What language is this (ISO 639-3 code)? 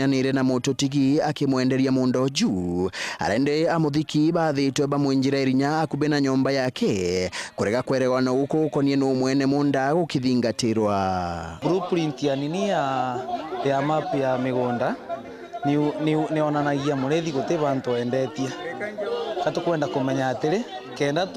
mer